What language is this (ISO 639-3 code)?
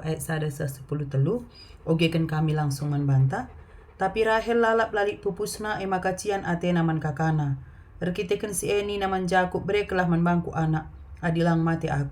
btx